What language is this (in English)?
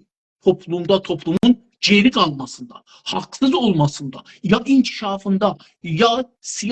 South Azerbaijani